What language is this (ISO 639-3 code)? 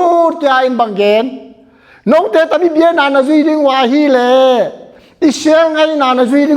ctd